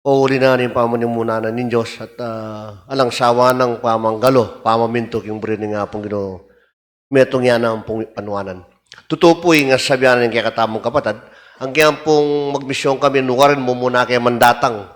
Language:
Pampanga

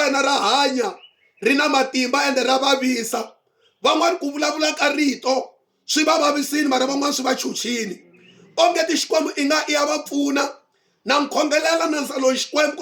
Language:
Tsonga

